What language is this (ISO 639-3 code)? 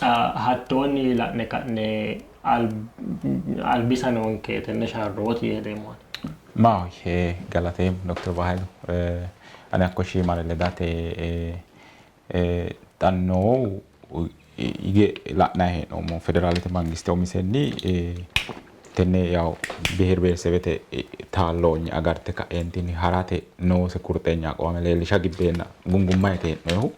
sid